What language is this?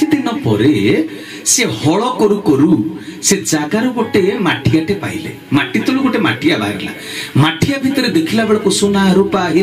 Odia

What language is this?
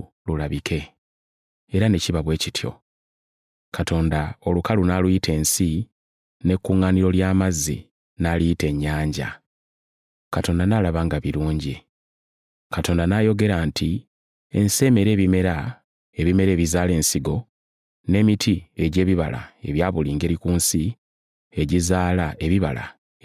Ganda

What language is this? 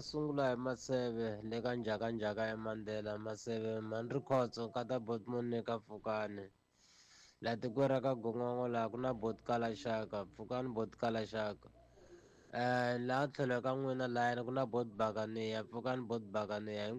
Tsonga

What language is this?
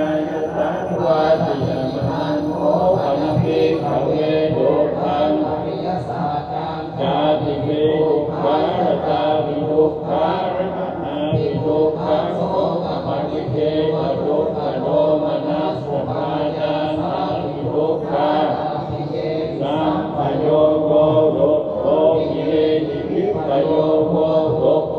Pali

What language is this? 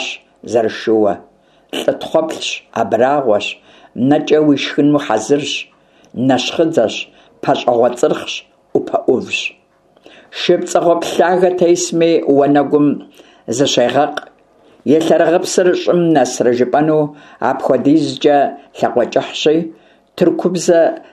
Kabardian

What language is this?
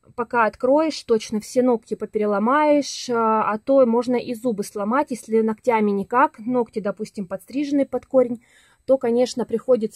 Russian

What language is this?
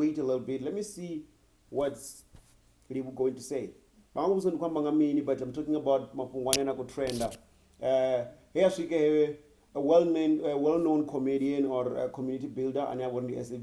Venda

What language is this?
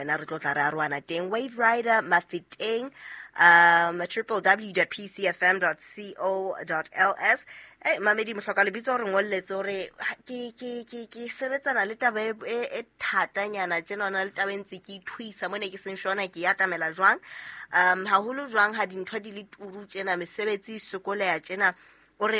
Southern Sotho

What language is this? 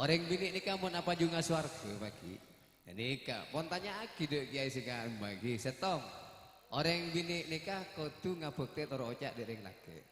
Madurese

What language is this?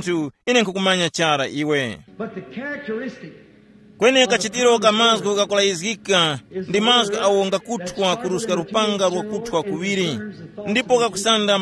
Tumbuka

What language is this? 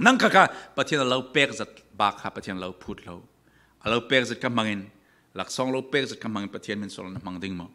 Falam Chin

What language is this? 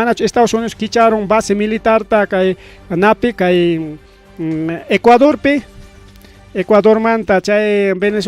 Ayacucho Quechua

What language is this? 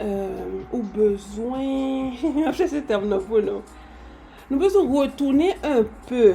Haitian Creole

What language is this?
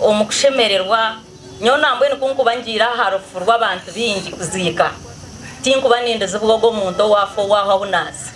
Nyankole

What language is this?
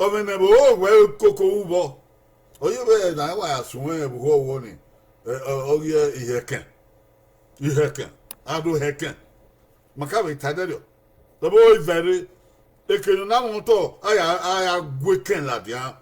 Bini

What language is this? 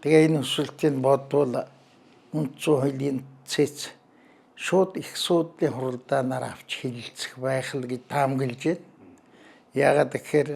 Mongolian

